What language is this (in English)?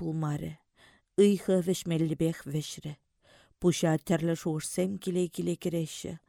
Chuvash